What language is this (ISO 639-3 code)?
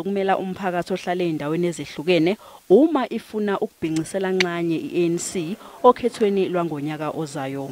zul